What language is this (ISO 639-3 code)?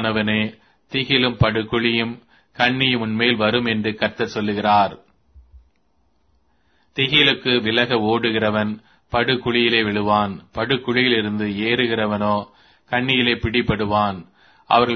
tam